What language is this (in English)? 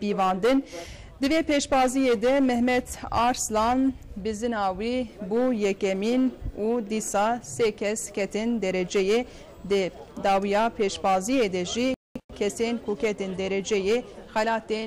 Kurdish